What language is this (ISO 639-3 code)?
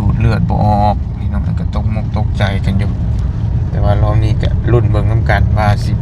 tts